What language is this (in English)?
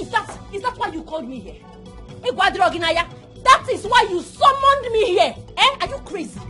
Nigerian Pidgin